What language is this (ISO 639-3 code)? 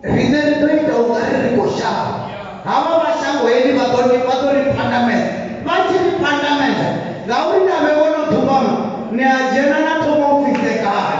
ven